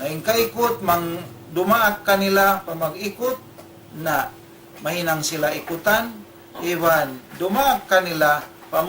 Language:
Tausug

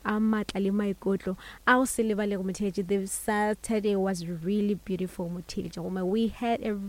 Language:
Northern Sotho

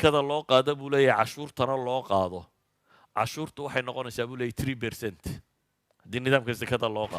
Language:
Somali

